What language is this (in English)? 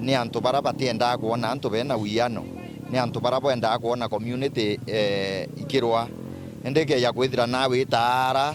Meru